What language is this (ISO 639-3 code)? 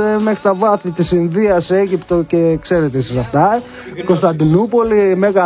ell